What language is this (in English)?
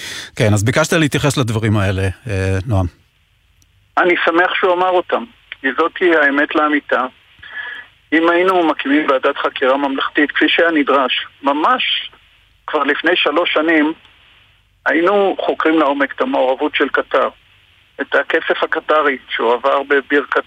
Hebrew